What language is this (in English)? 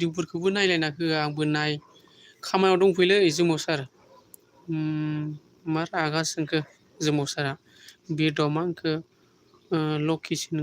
Bodo